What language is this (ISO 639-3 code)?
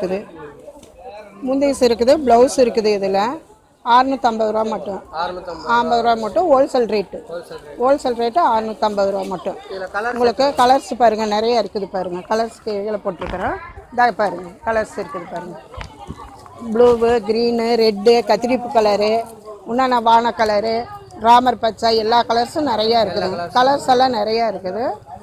tam